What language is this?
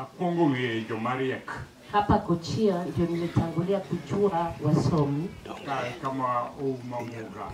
Luo (Kenya and Tanzania)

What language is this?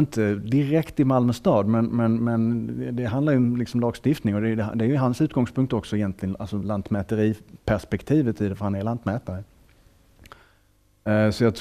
Swedish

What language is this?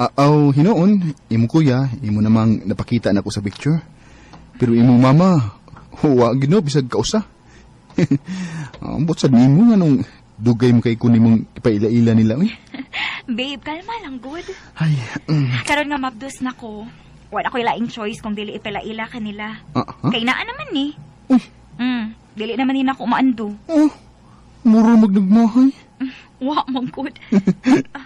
Cebuano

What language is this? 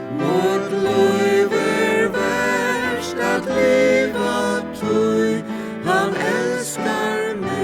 Faroese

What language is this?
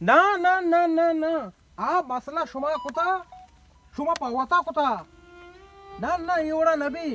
Baluchi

